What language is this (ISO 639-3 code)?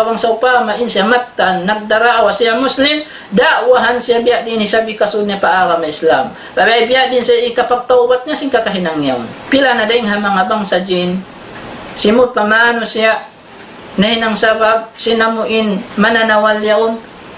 tsg